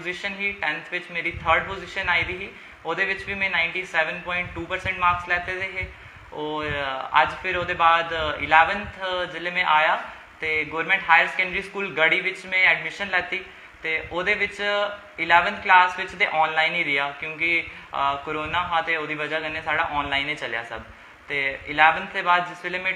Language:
Dogri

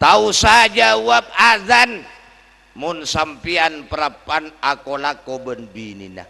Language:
Madurese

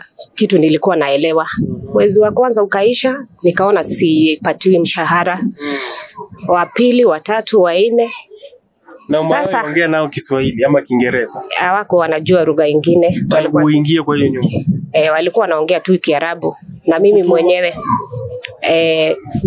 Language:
Swahili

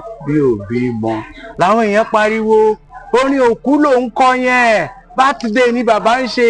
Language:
Yoruba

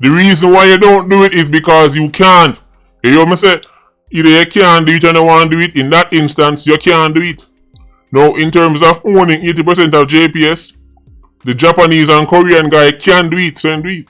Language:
Jamaican Creole English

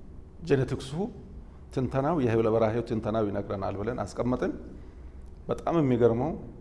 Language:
Amharic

